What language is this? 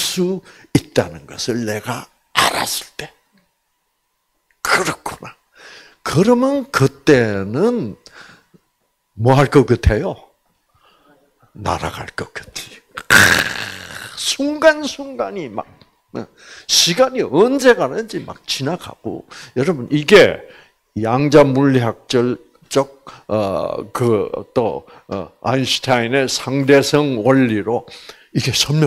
Korean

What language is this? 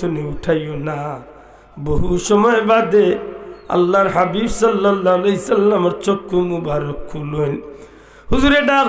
Sylheti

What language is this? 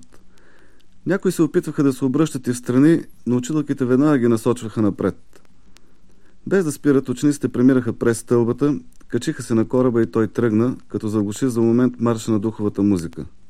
Bulgarian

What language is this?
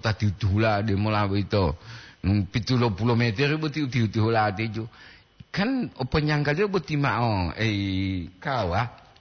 Gorontalo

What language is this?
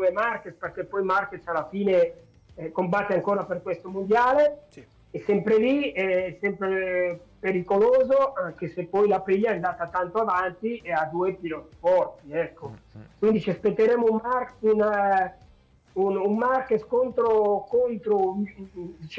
Italian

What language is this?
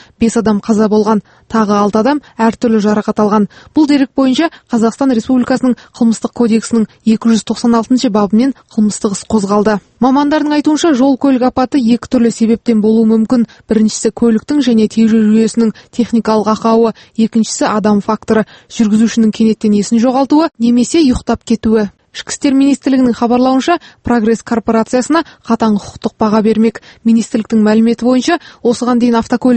Kazakh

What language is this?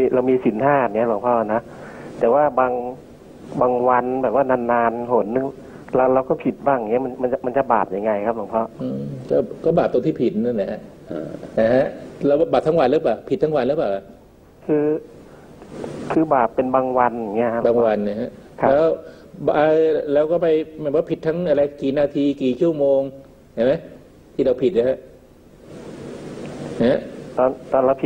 Thai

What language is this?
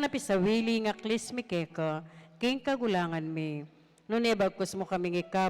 Pampanga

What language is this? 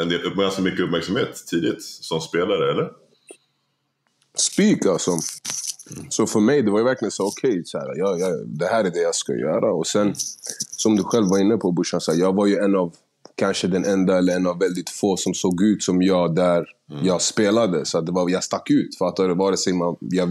Swedish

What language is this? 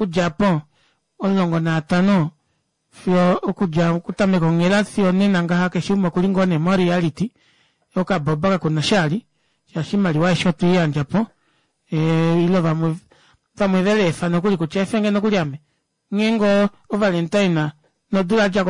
Kuanyama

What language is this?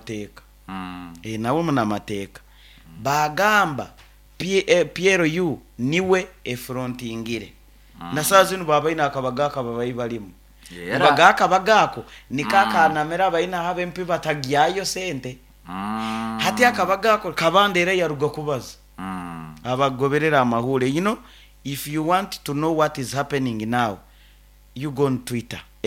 Nyoro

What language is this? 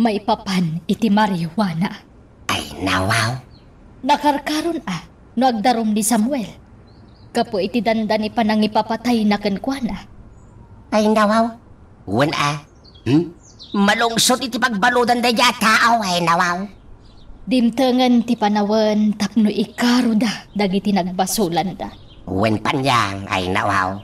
Iloko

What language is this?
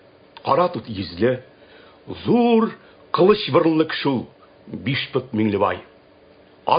Tatar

